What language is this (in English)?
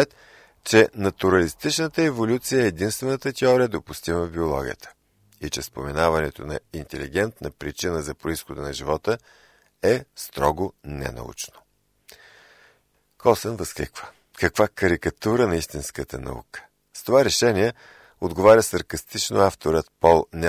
Bulgarian